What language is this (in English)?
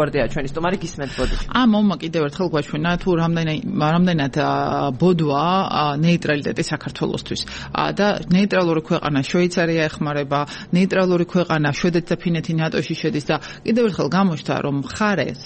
Georgian